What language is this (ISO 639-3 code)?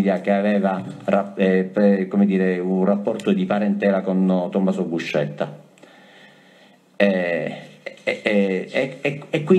ita